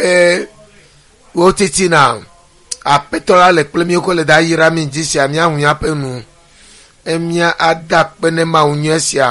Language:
Ewe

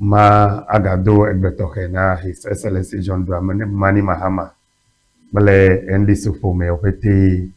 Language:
Ewe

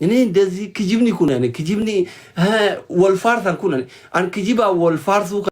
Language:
Oromo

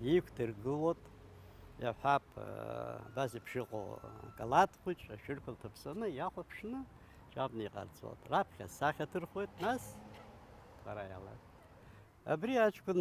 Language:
Abkhazian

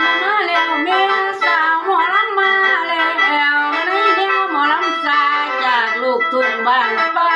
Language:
Northeastern Thai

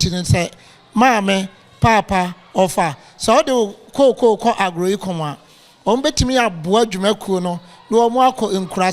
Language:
Akan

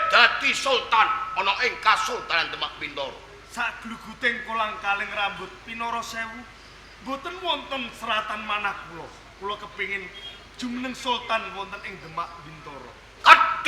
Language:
Javanese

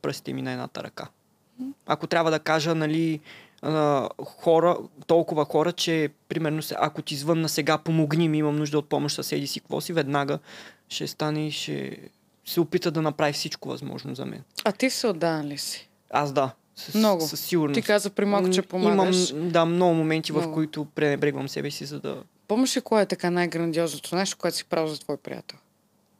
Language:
Bulgarian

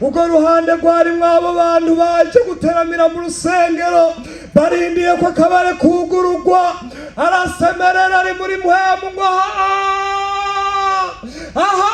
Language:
Rundi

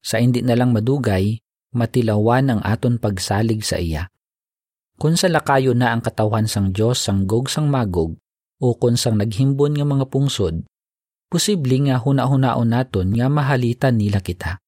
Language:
Hiligaynon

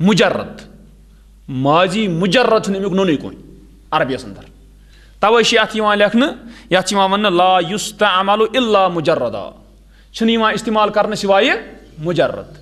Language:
Kashmiri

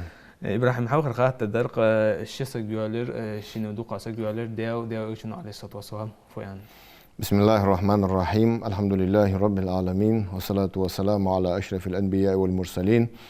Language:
Ingush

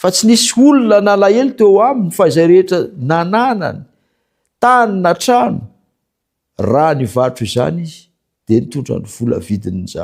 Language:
Malagasy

